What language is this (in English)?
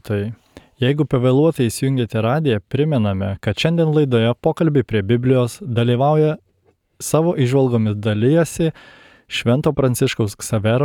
Lithuanian